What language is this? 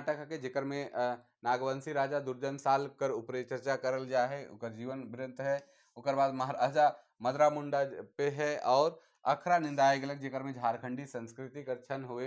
Sadri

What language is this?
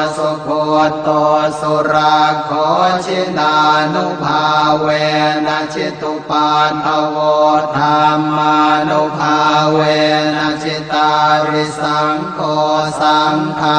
Pali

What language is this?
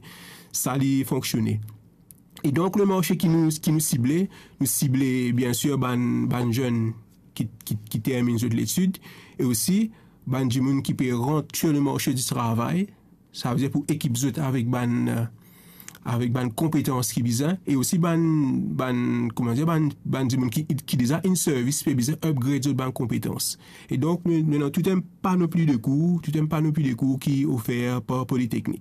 Morisyen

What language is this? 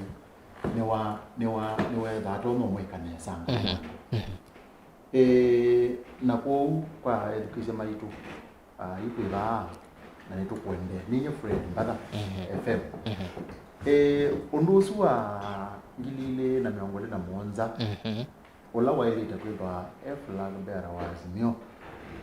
Kamba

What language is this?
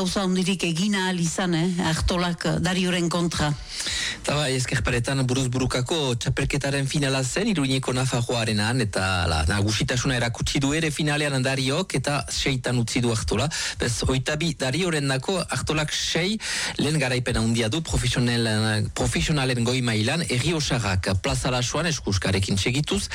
Basque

